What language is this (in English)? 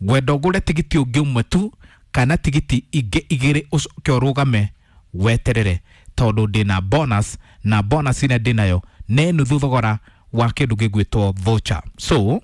Kikuyu